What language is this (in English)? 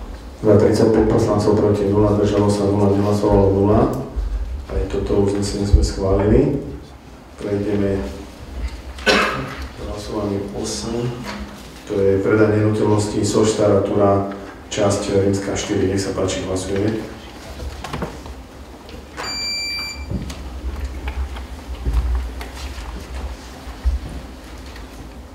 Slovak